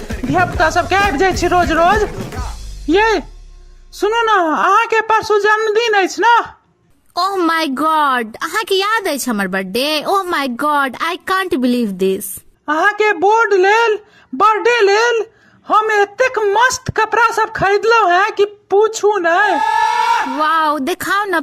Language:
Maithili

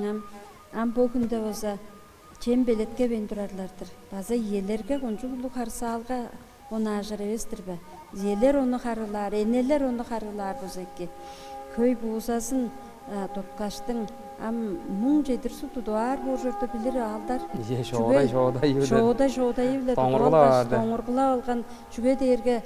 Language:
Tuvinian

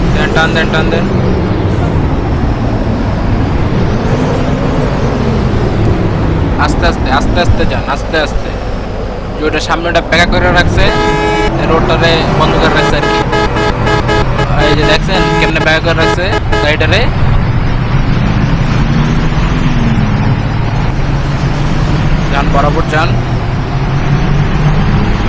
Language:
Bangla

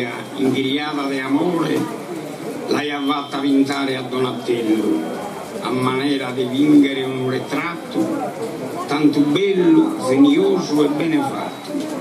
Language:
Sardinian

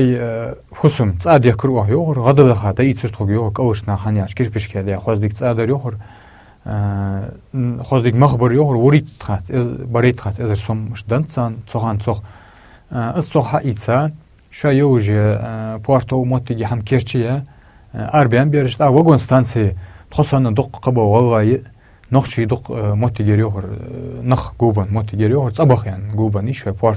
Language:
Ingush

